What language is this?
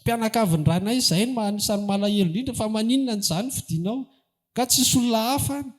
Malagasy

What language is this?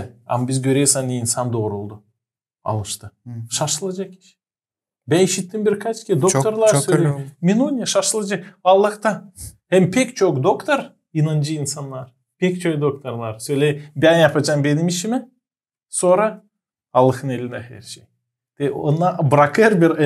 Gagauz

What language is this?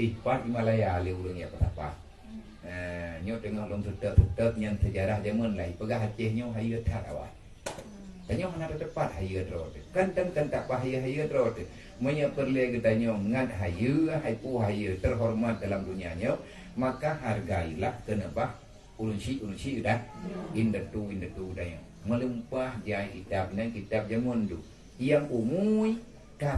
Achinese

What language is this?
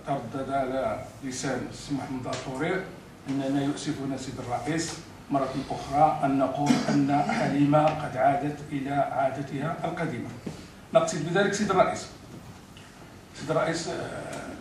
Moroccan Arabic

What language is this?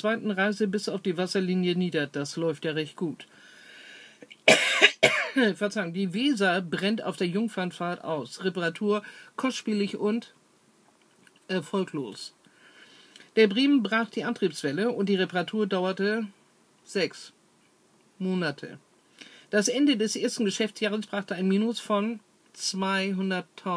German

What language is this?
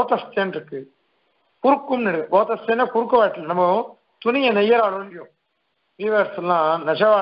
Tamil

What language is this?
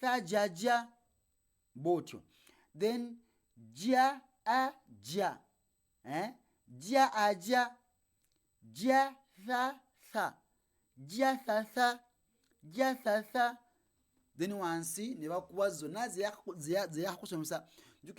Ganda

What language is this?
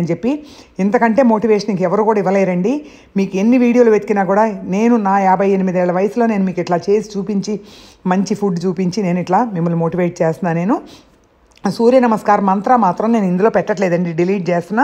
Telugu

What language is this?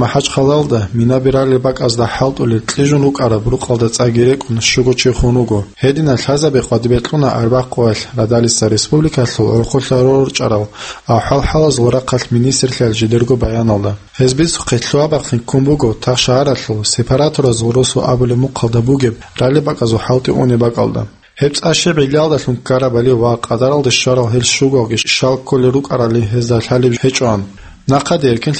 Avaric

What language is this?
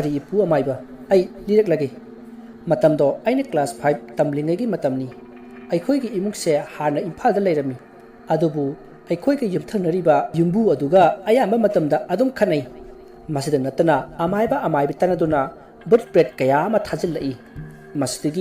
Manipuri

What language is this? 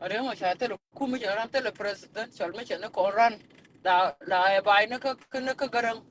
Nuer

